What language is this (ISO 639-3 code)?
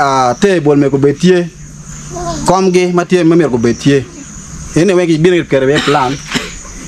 ach